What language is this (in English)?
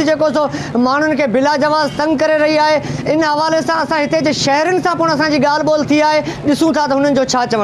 Sindhi